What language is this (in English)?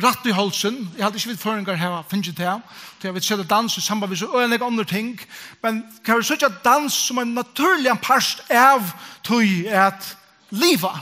Faroese